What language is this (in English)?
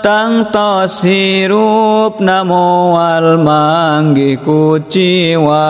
Sundanese